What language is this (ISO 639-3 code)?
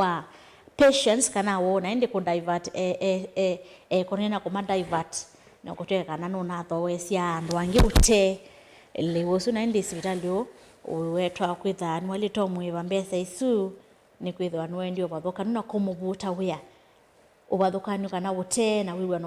kam